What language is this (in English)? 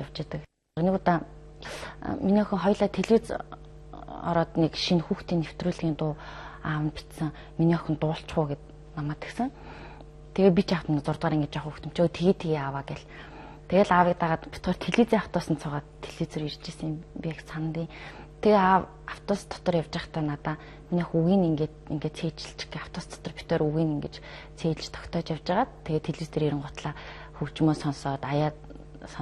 Mongolian